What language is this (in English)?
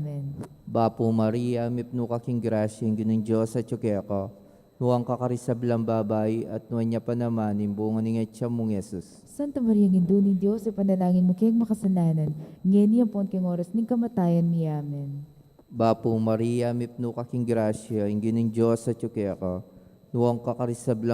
Pampanga